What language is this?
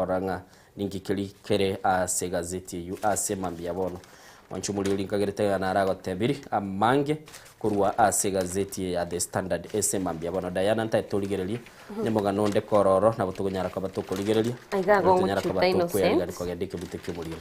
Gusii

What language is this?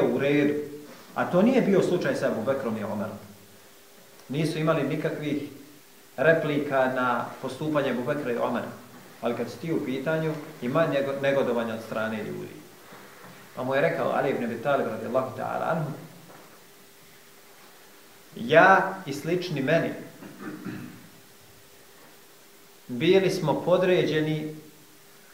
Bosnian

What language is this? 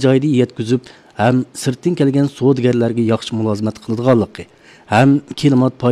Uyghur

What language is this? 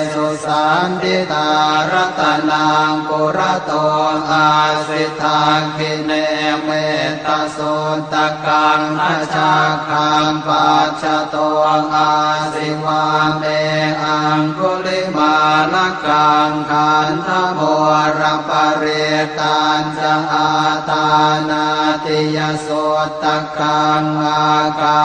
Pali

